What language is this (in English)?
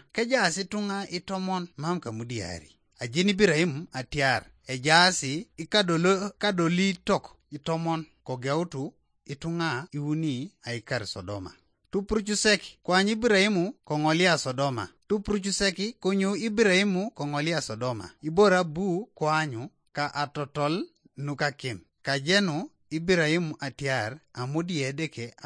Teso